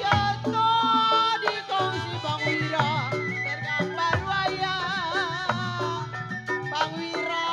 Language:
Betawi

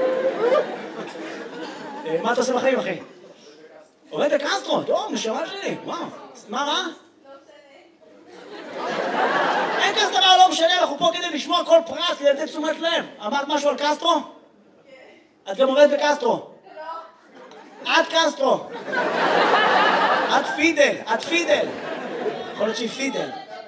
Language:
Hebrew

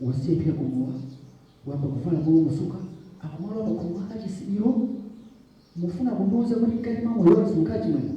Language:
Nyanja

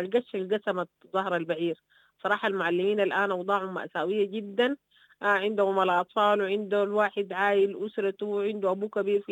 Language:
Sudanese Arabic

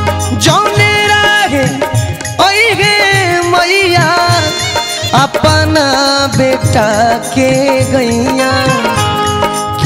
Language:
Bhojpuri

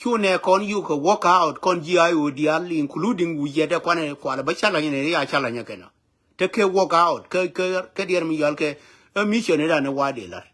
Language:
Nuer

